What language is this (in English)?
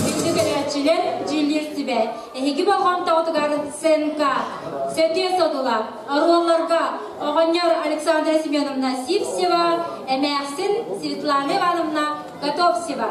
Yakut